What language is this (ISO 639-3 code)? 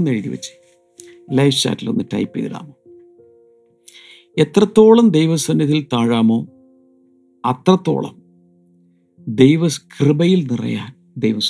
mal